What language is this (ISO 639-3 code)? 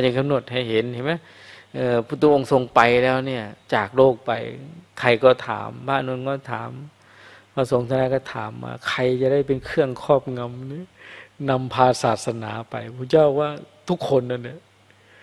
tha